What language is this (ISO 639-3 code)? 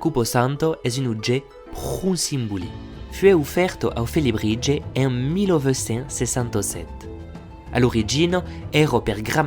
oci